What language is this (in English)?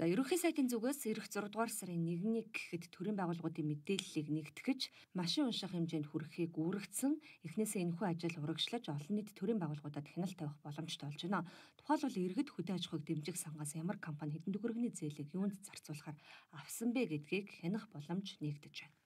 Mongolian